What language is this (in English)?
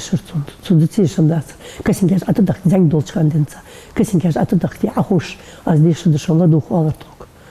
Ingush